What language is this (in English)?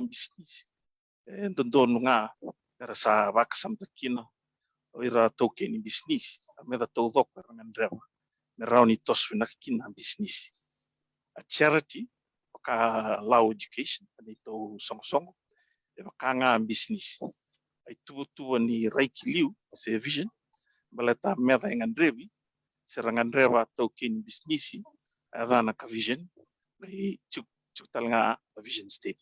Fijian